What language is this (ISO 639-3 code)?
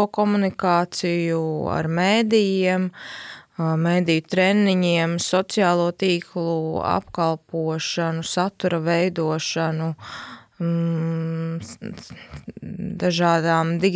lav